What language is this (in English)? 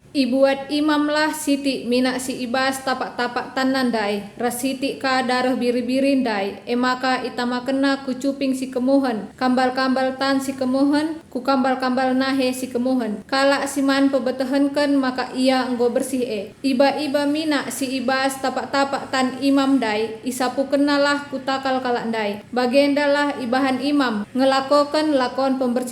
Batak Karo